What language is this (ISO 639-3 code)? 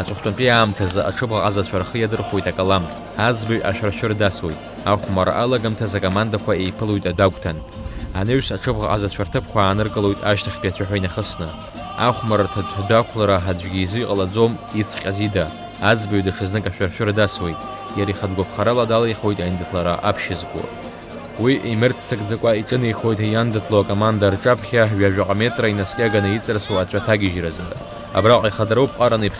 abk